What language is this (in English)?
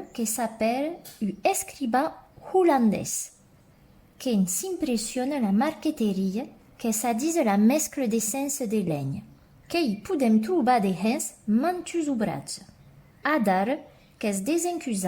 Occitan